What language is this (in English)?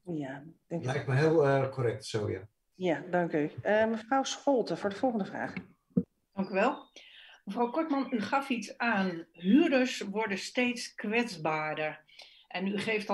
Dutch